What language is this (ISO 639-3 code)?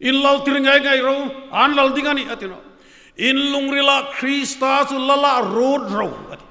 hmr